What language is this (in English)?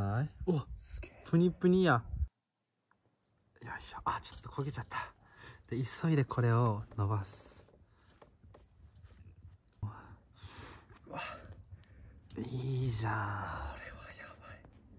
Japanese